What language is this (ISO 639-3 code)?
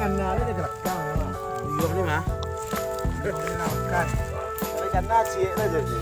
min